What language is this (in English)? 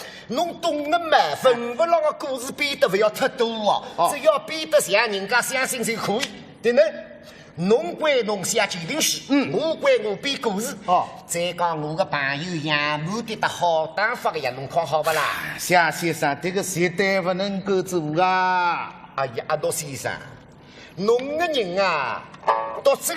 Wu Chinese